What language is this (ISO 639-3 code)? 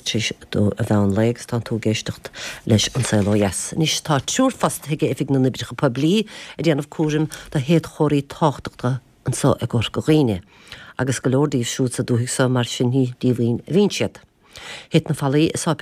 gle